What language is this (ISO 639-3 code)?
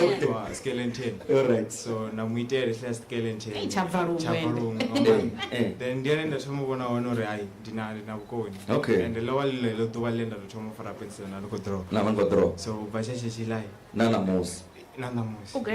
ven